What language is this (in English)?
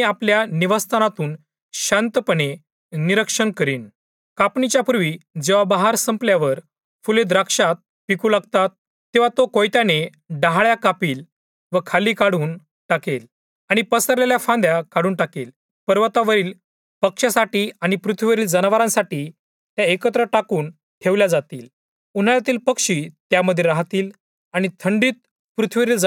Marathi